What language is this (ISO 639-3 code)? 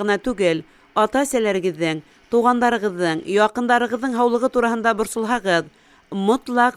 bak